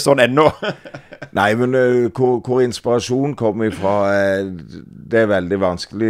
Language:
Norwegian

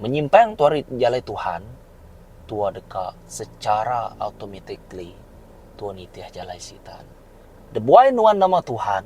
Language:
Iban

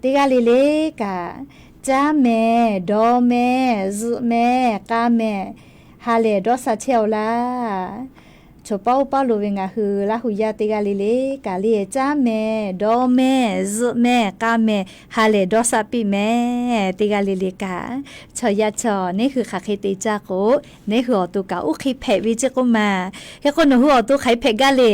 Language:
Lahu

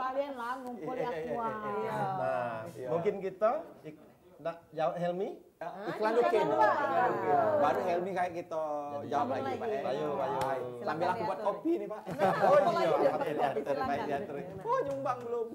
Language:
Musi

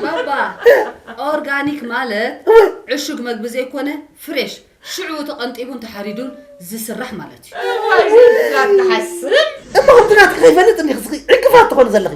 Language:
Tigrinya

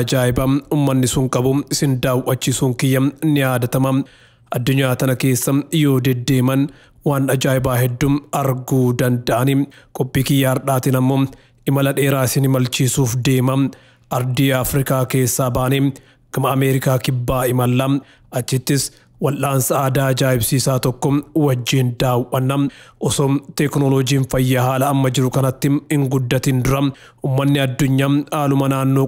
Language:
Oromo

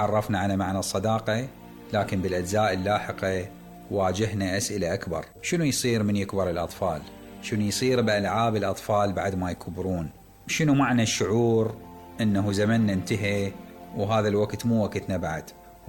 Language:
Mesopotamian Arabic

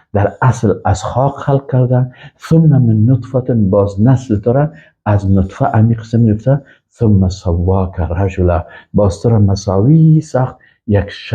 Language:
Persian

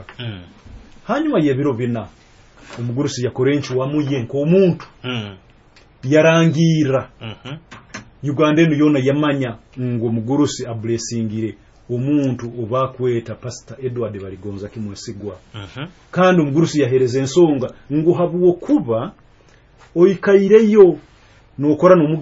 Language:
Nyoro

